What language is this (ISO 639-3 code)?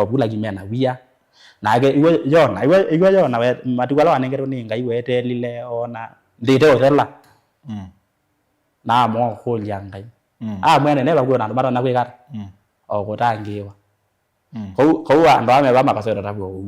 kam